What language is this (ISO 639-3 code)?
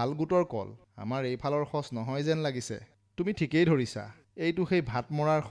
asm